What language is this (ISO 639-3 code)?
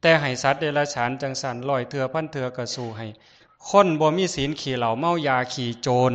tts